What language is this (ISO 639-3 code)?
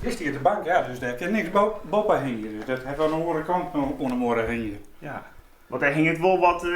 fry